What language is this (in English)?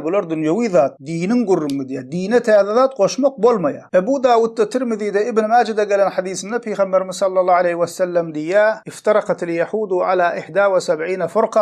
Turkmen